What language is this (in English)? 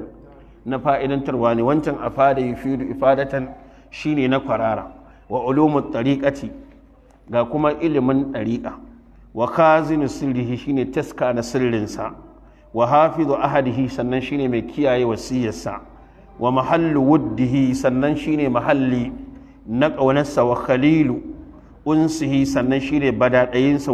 Hausa